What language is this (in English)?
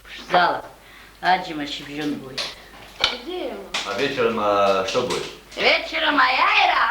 Abkhazian